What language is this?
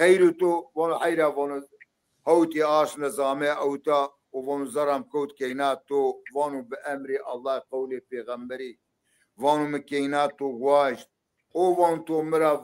Zaza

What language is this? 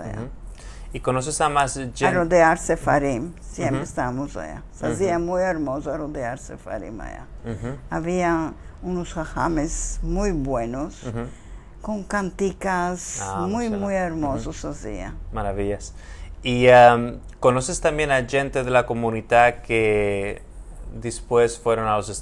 Ladino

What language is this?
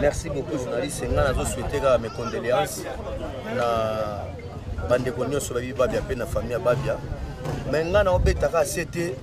Lingala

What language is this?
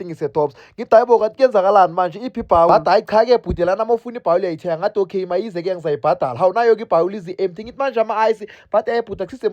Zulu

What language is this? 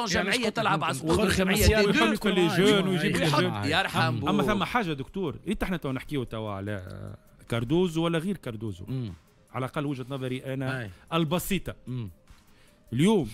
Tunisian Arabic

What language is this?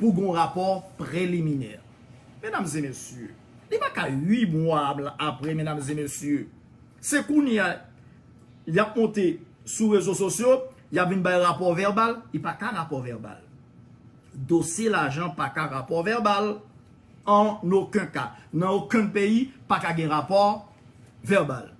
Haitian Creole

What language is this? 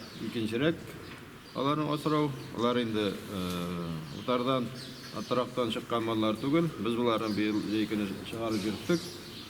Tatar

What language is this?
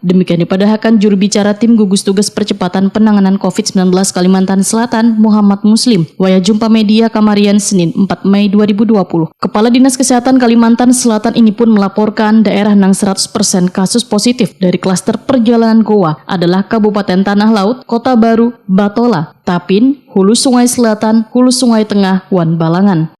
Banjar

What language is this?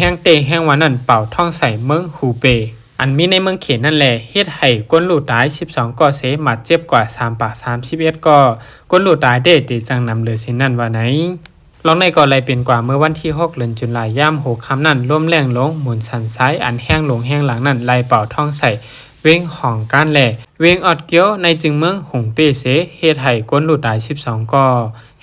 Shan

